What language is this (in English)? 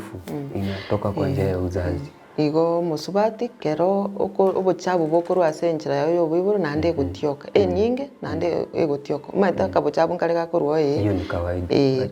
Gusii